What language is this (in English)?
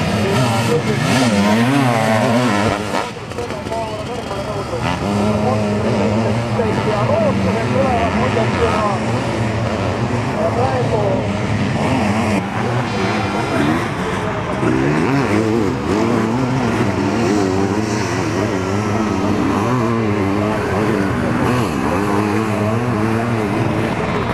Estonian